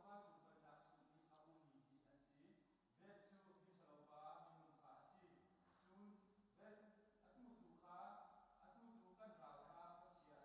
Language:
Hakha Chin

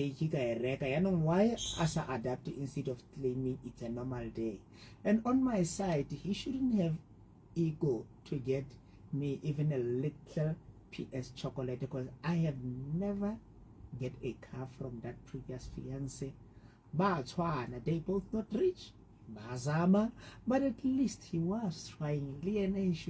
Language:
Southern Sotho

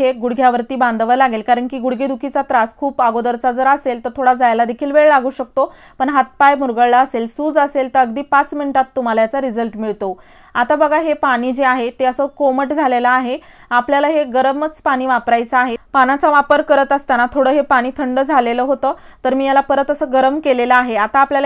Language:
Marathi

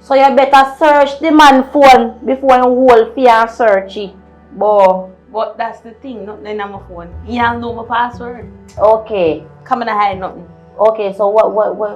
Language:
Jamaican Creole English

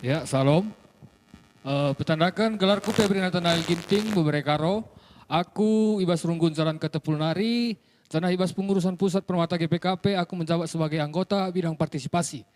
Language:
Batak Karo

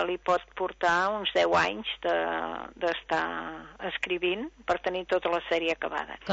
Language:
Catalan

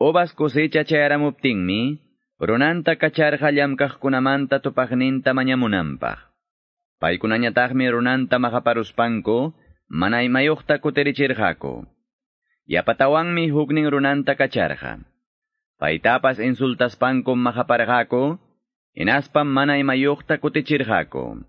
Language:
Quechua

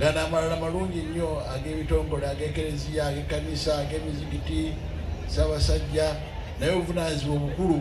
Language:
Ganda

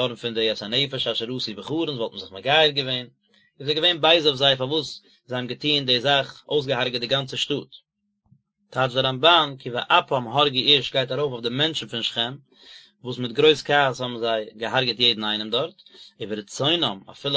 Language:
Yiddish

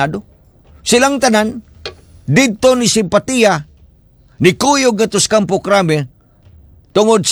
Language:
Cebuano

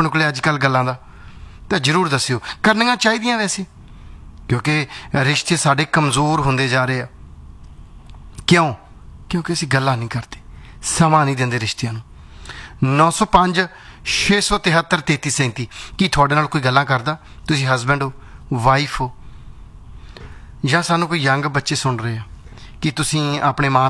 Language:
Punjabi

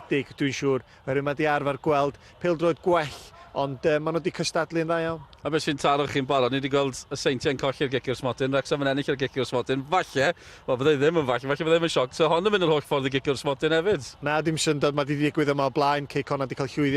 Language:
Welsh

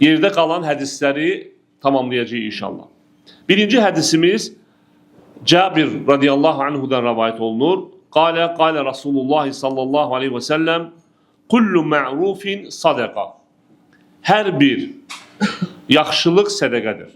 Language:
Azerbaijani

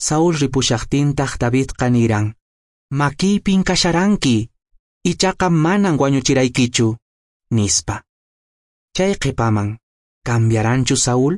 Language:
Quechua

